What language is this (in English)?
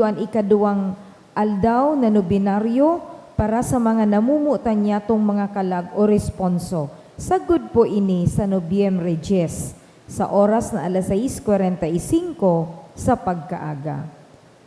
Bikol